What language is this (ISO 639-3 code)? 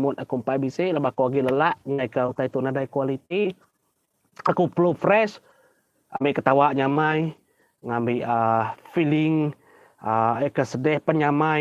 iba